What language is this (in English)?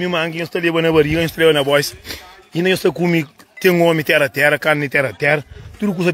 Kabuverdianu